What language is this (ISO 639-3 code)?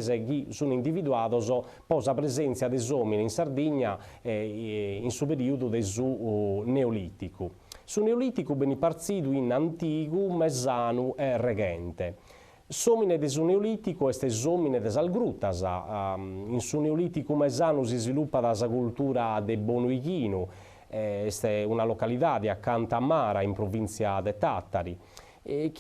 srd